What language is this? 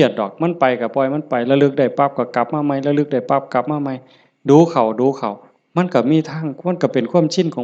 Northeastern Thai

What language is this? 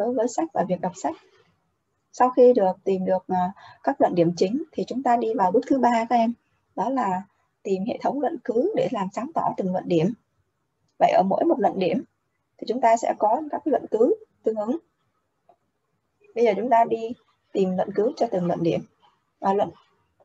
Vietnamese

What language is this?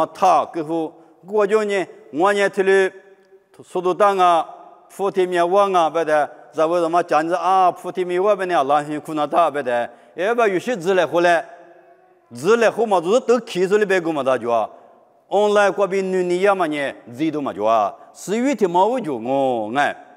Lisu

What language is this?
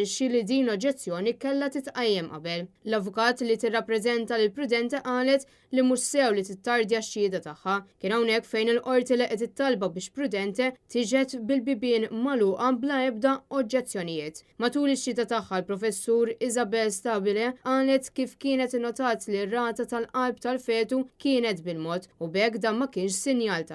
Maltese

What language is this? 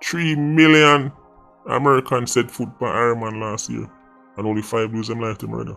Jamaican Creole English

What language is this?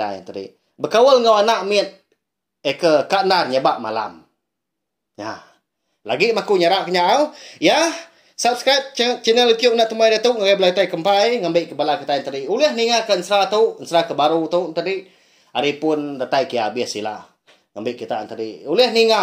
Iban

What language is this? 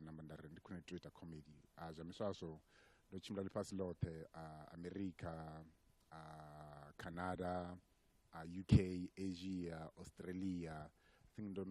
Venda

